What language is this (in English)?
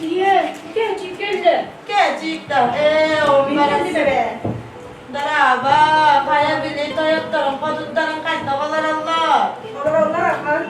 Yakut